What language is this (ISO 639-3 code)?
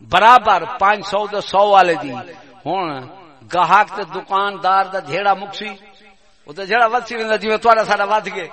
skr